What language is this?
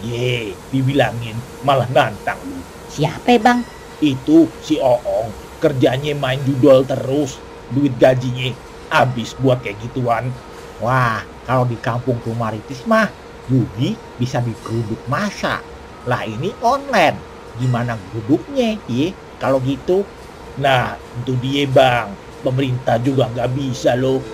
Betawi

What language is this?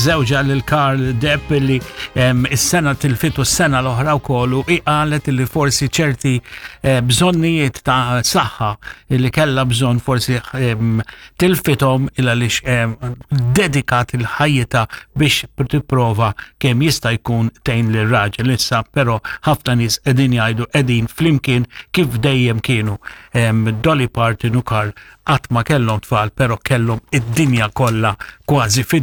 Maltese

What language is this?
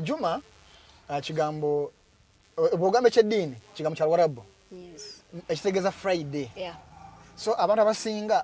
Ganda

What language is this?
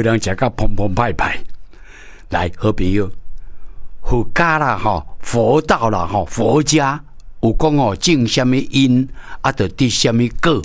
Min Nan Chinese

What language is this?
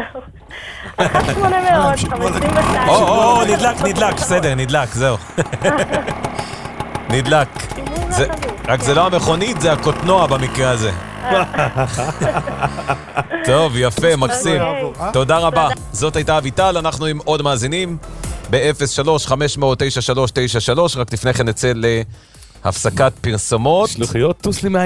Hebrew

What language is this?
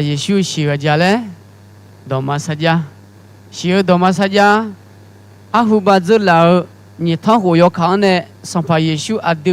Akha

